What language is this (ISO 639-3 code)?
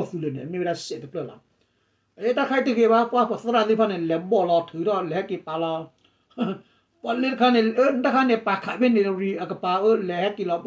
ksw